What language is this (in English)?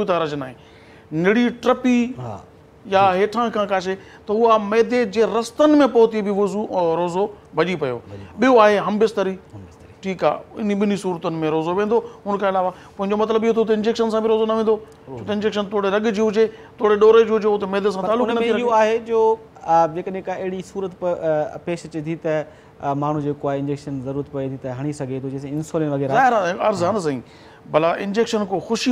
Sindhi